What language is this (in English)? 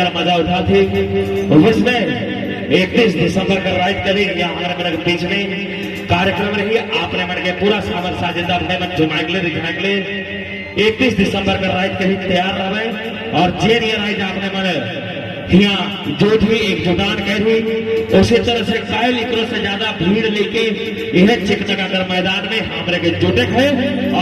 Sadri